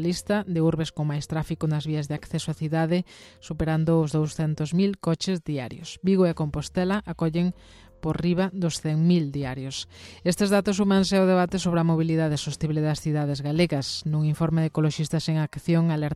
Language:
Galician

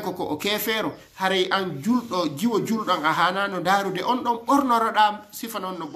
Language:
Fula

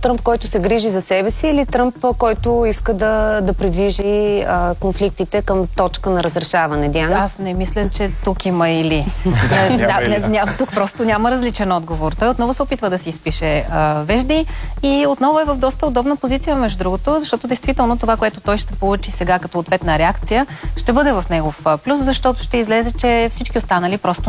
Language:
Bulgarian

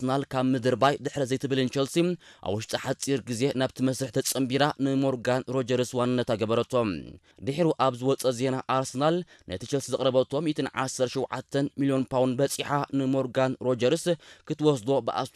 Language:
Tigrinya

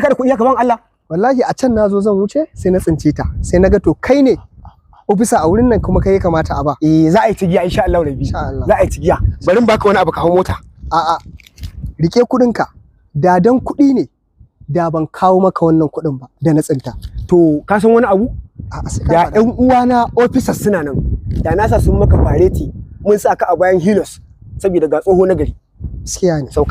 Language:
Hausa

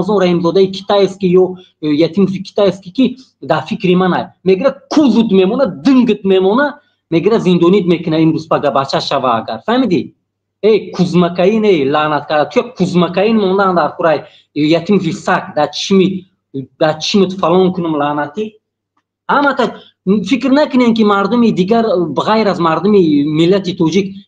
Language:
Tajik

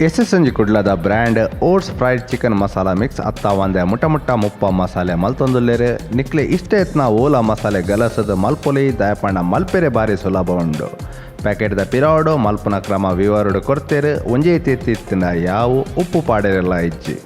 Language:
Tulu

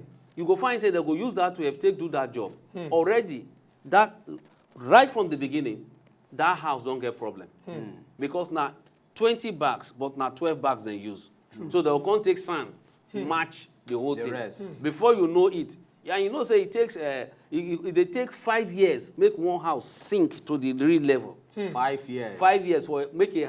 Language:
Nigerian Pidgin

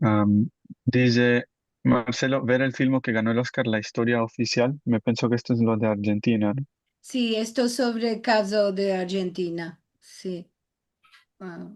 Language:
Ladino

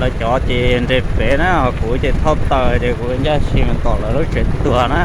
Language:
Hmong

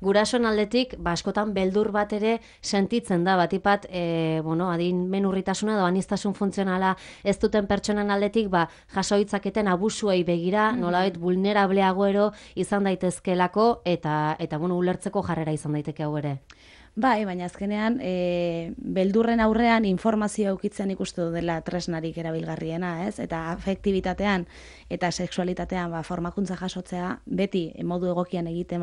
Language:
Basque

